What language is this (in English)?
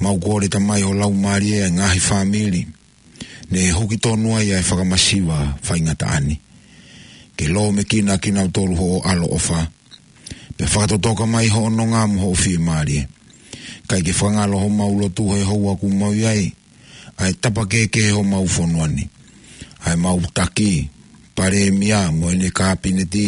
Tongan